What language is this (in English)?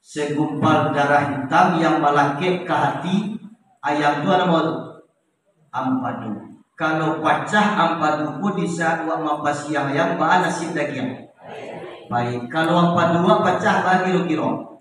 Minangkabau